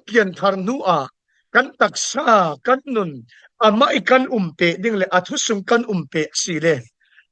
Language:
Falam Chin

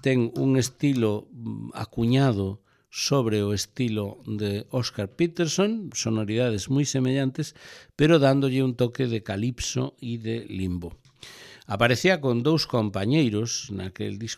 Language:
Galician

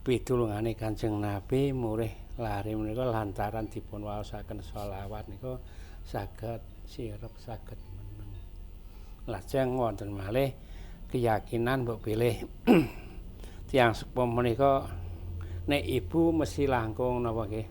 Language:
Javanese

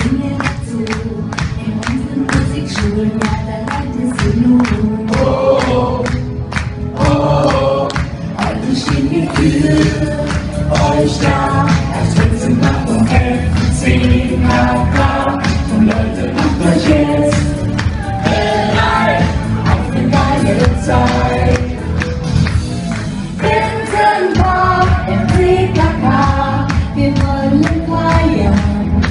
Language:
German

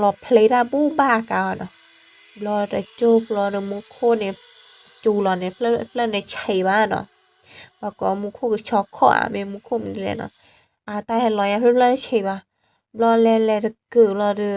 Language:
S'gaw Karen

